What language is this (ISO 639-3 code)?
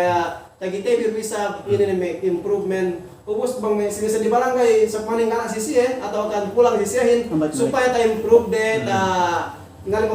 yka